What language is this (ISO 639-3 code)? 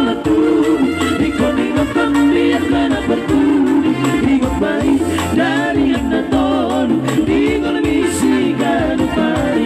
bbc